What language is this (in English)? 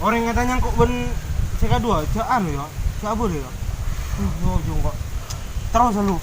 Madurese